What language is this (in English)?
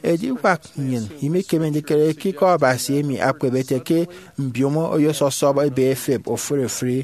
Efik